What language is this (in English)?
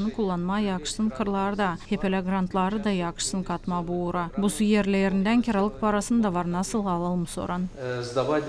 Gagauz